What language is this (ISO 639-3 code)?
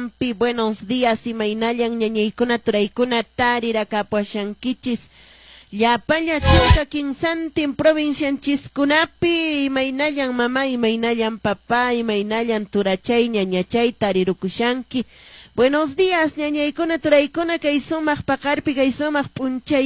que